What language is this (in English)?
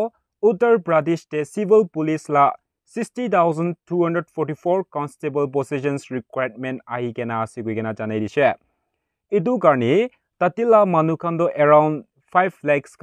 Naga Pidgin